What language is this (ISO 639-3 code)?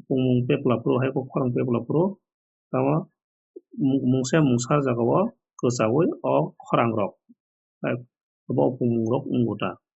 trp